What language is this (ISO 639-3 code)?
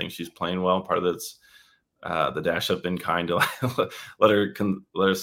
eng